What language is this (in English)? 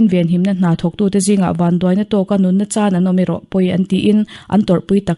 Mizo